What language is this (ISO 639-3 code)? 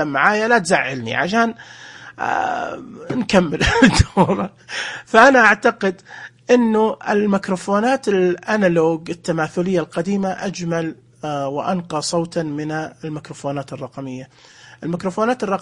ars